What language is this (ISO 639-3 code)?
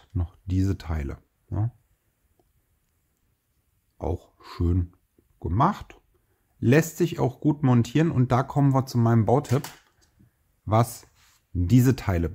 deu